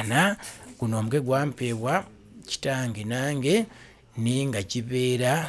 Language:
Ganda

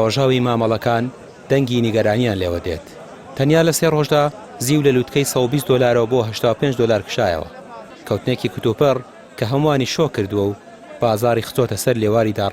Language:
Central Kurdish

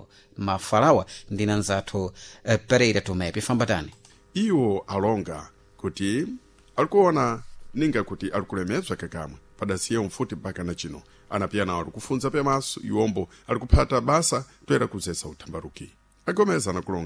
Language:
Sena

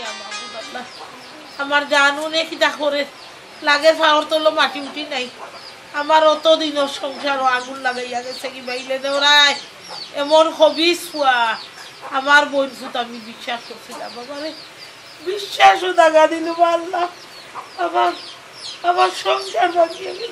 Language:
Sylheti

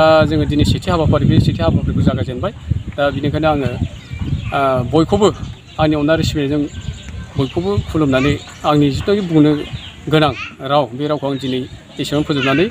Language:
Bodo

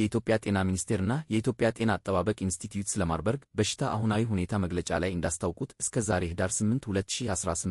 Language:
Amharic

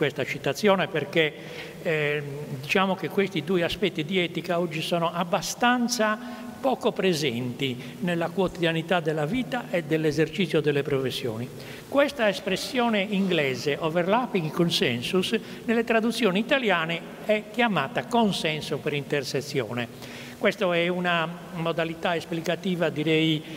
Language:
Italian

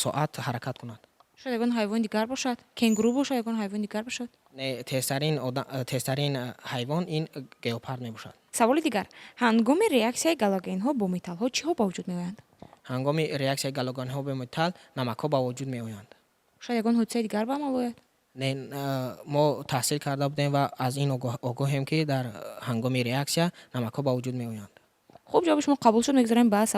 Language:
Tajik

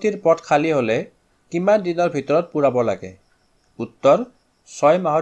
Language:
Assamese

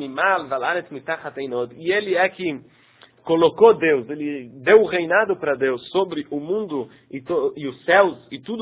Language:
Portuguese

